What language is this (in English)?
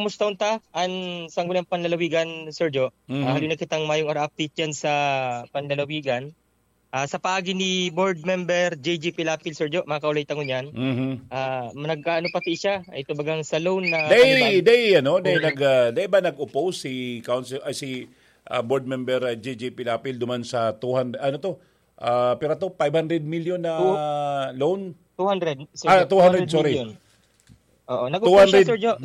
Bikol